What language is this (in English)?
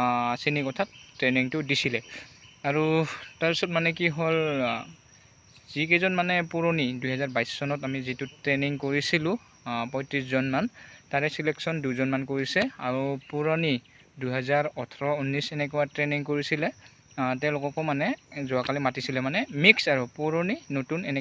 Assamese